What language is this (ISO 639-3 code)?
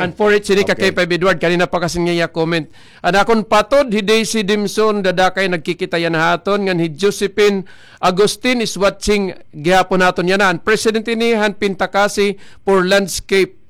war